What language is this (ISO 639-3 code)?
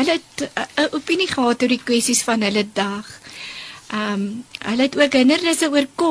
afr